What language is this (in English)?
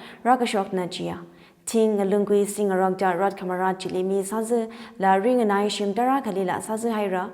Tangkhul Naga (India)